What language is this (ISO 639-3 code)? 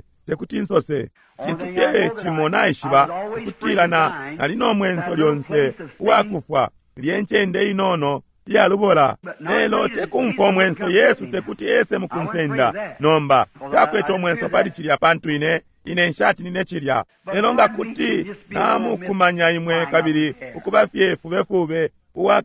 bem